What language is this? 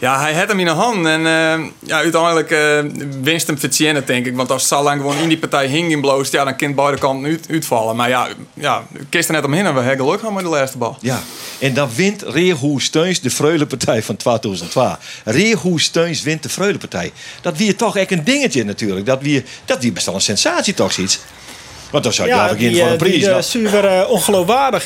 Western Frisian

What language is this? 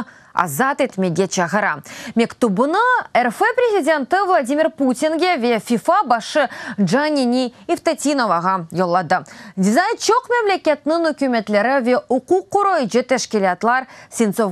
Crimean Tatar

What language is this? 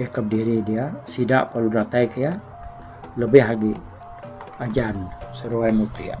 Iban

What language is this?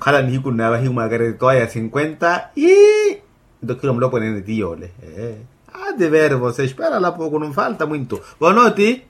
Makhuwa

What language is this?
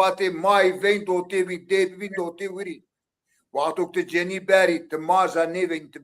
Zaza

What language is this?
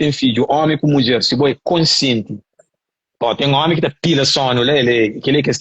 Kabuverdianu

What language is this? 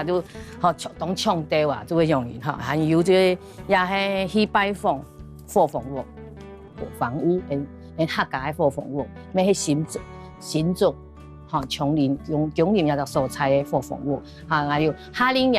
Hakka Chinese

